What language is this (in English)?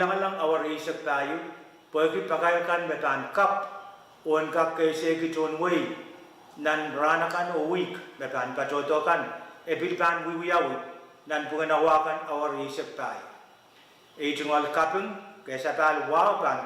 Pohnpeian